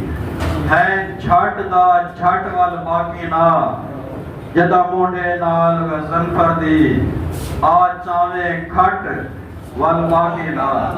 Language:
Saraiki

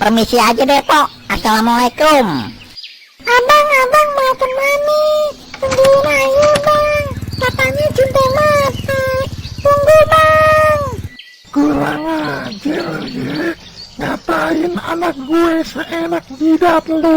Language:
Betawi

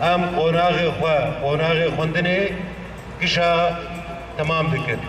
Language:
Kurdish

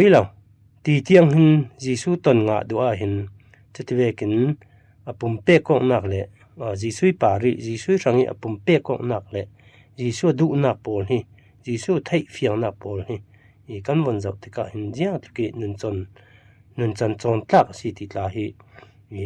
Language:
Falam Chin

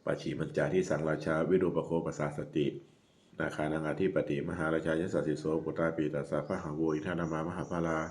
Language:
Pali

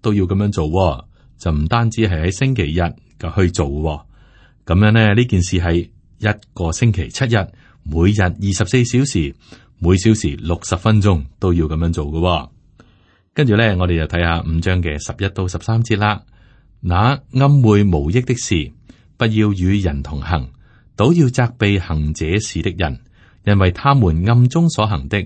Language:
Cantonese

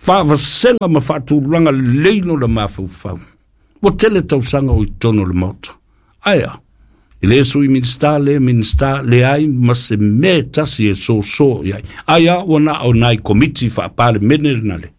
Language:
Samoan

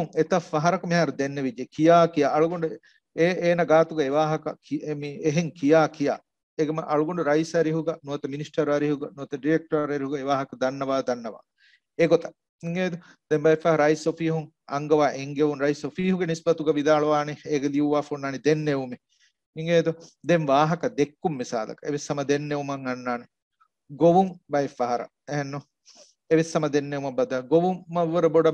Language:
Divehi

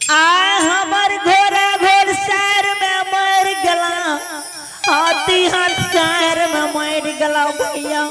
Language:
Angika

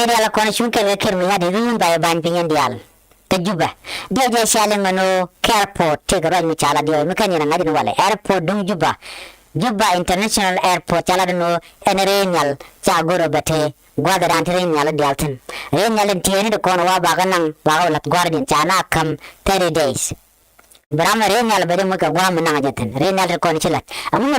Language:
Nuer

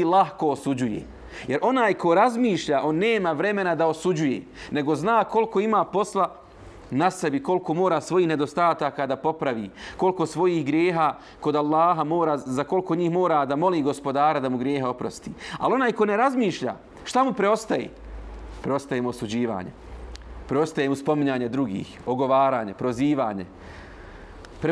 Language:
Bosnian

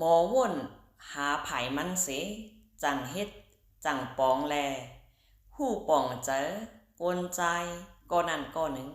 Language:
Shan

